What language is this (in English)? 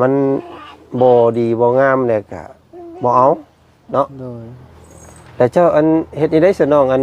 Lao